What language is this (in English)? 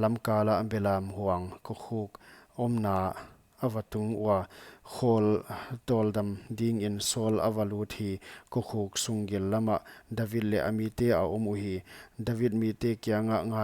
Paite Chin